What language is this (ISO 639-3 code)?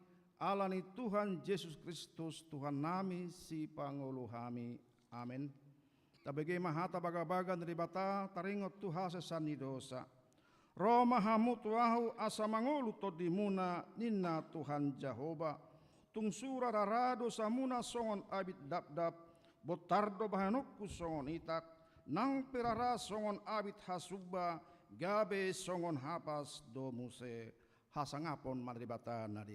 bbc